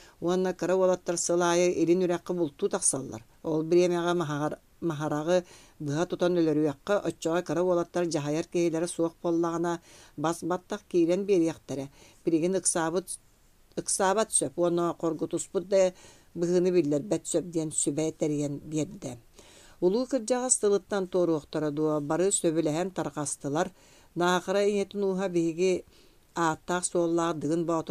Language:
Yakut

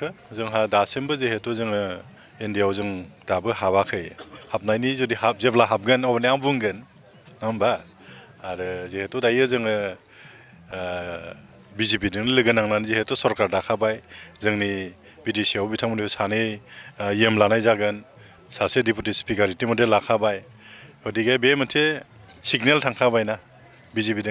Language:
Bodo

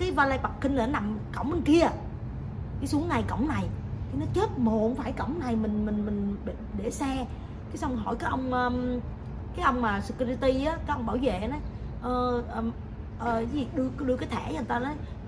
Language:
Vietnamese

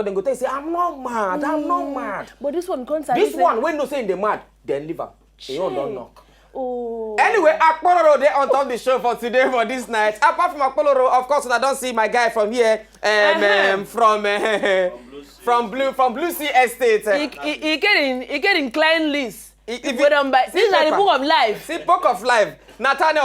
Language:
Nigerian Pidgin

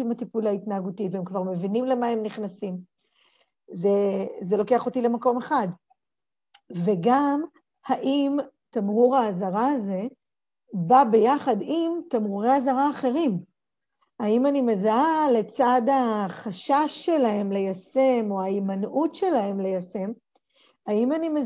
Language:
Hebrew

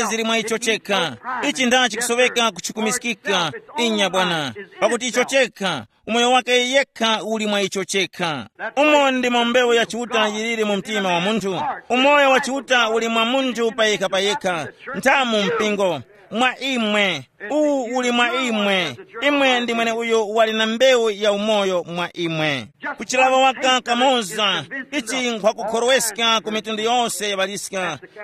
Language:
Tumbuka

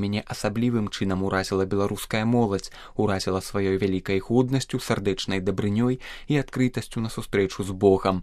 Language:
Belarusian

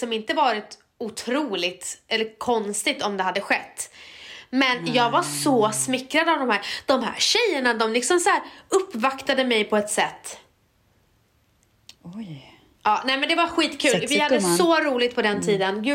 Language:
Swedish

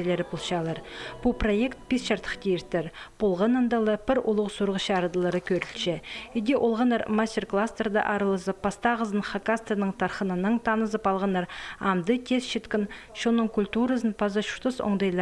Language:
Khakas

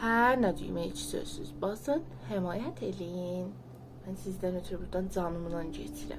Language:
South Azerbaijani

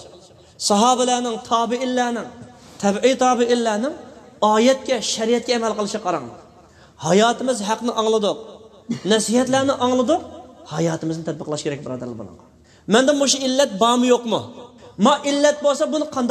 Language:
Uyghur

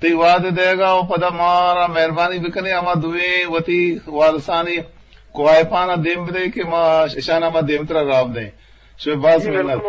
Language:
Eastern Balochi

